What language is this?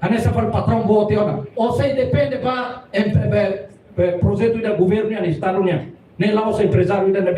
Tetum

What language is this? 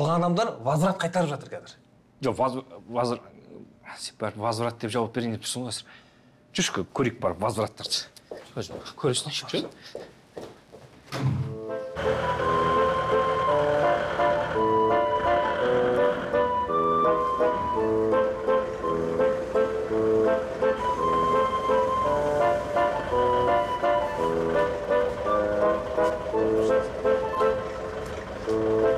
Kazakh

